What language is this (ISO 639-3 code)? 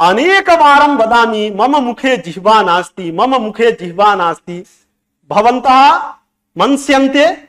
san